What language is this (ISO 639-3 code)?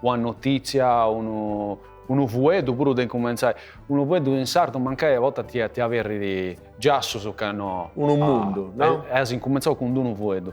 srd